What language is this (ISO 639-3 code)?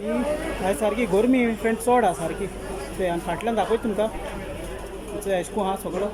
kok